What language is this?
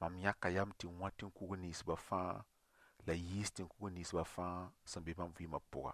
Mossi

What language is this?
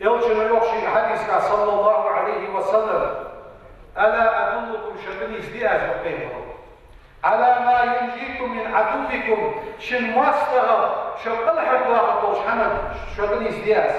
Ingush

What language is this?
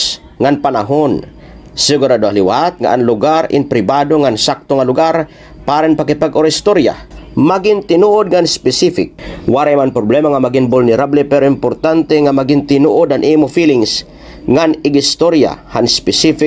Waray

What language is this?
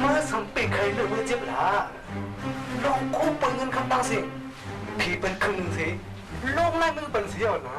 Shan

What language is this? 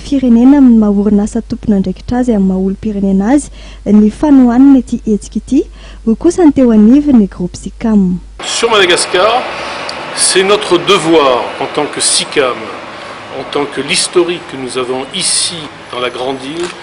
Malagasy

